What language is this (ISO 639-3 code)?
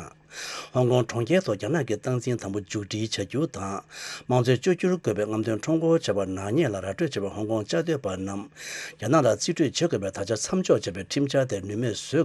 bod